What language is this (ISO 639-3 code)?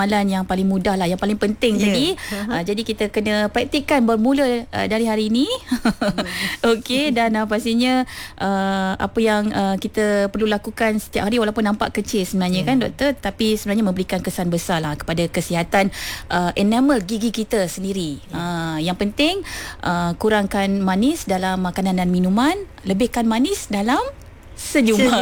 msa